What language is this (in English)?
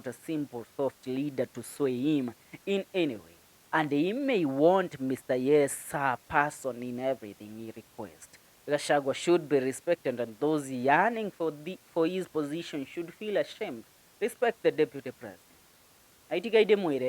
Kikuyu